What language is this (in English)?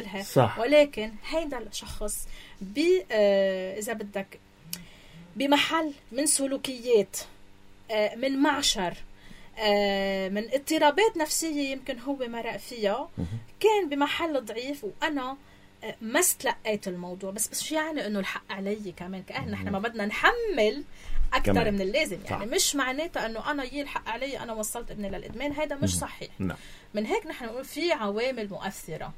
North Levantine Arabic